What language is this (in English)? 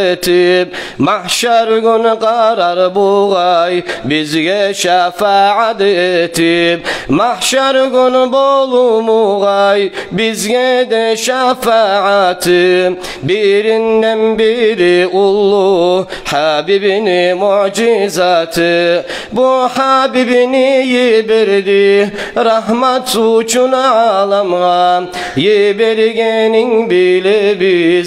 Kumyk